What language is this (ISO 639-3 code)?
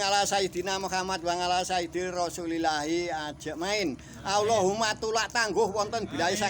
jav